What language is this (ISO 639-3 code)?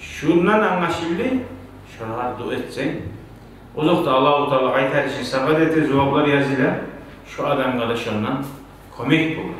kum